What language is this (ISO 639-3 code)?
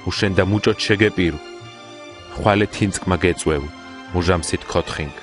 xmf